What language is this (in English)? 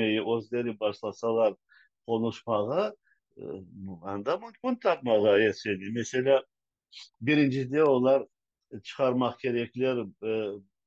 Crimean Tatar